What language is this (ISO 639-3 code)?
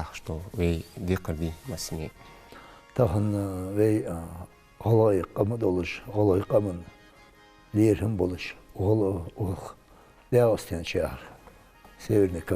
inh